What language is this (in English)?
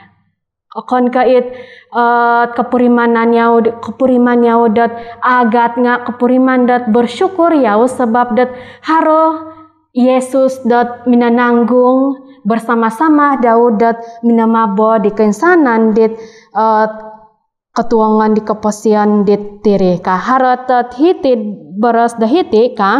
Central Dusun